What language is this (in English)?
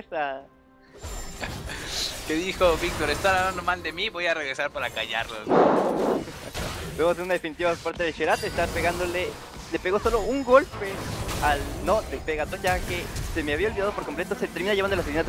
Spanish